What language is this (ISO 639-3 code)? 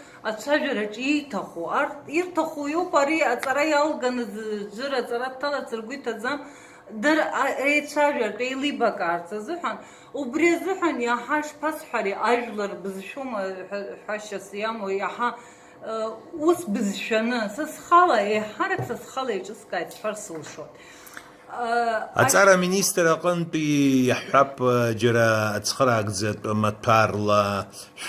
abk